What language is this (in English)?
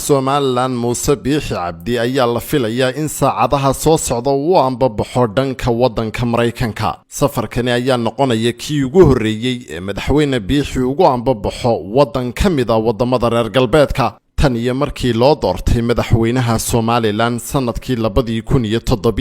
Somali